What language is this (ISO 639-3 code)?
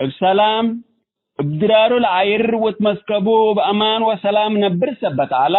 tig